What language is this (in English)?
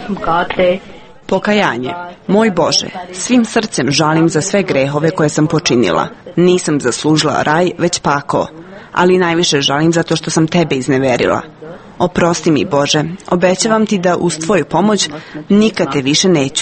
Serbian